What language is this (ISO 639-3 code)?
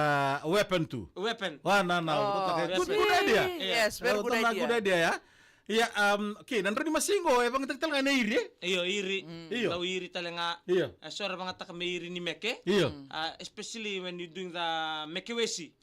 fij